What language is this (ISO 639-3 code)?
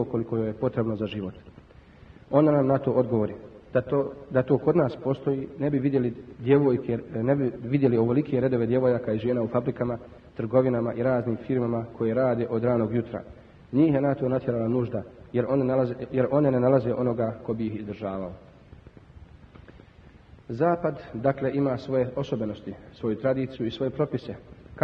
bos